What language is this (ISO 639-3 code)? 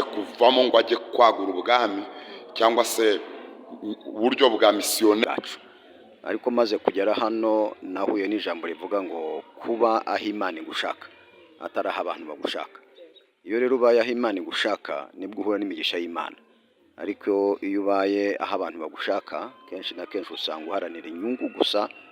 kin